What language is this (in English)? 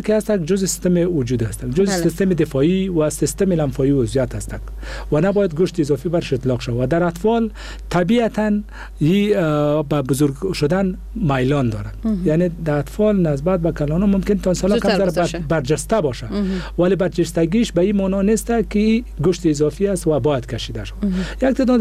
Persian